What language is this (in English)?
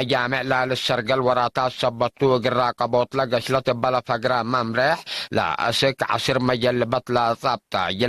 Tigre